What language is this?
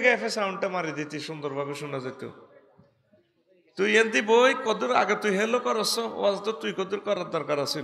Bangla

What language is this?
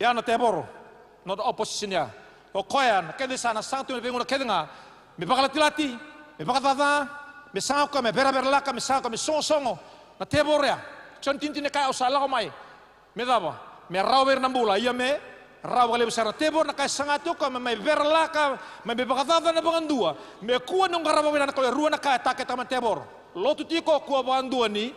Fijian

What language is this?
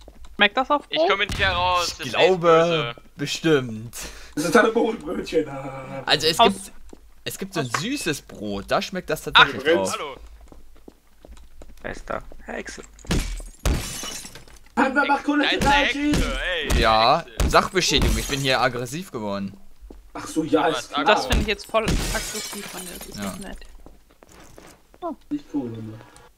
German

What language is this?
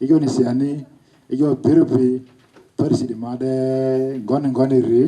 Lugbara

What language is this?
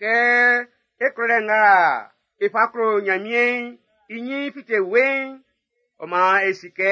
Baoulé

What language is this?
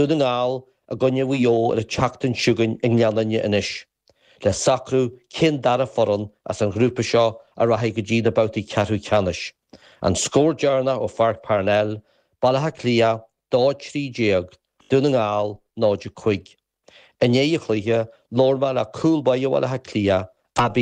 Irish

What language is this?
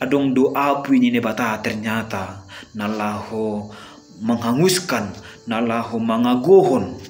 Batak Simalungun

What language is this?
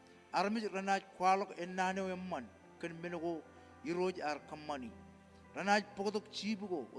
Marshallese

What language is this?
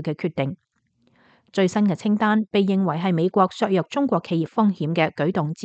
Cantonese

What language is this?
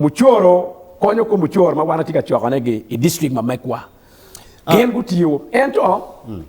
Acoli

